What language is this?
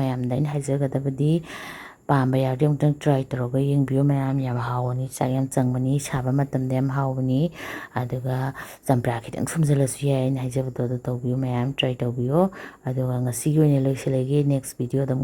Manipuri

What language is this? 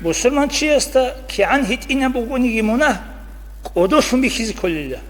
Avaric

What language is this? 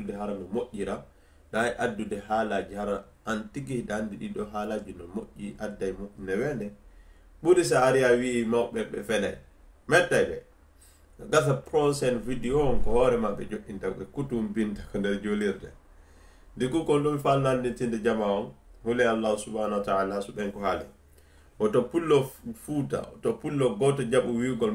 Fula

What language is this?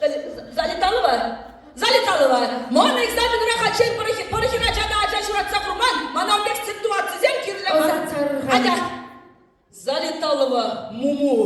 Chuvash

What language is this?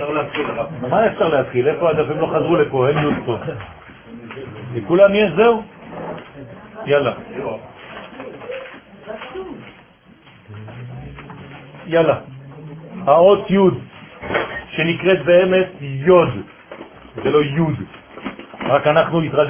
Hebrew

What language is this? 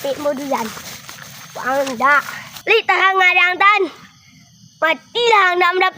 Minangkabau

